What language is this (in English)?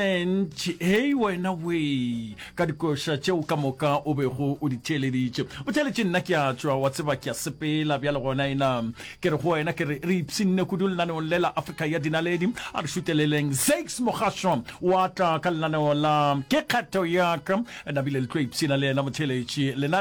Northern Sotho